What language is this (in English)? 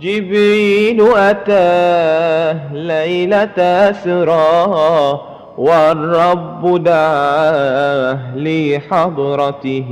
Madurese